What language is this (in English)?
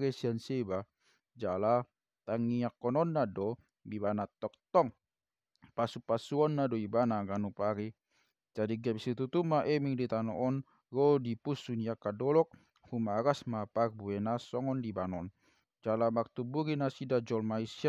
Batak Toba